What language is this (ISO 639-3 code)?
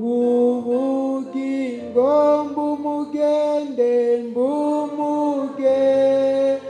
run